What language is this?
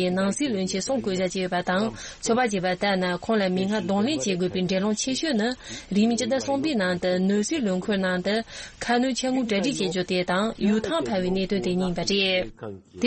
Tibetan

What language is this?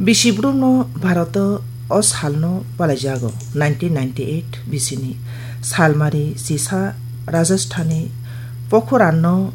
Kok Borok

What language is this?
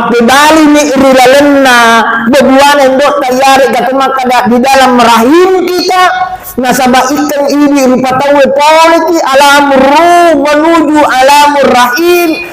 Buginese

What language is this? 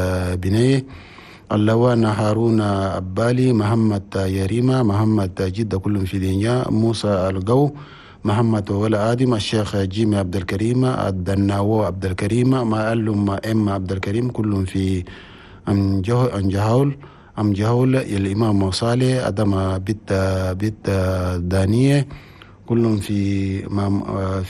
Chadian Arabic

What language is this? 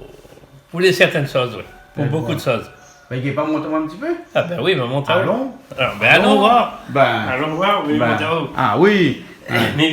Réunion Creole French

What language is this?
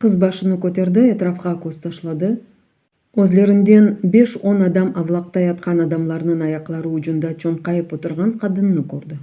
Crimean Tatar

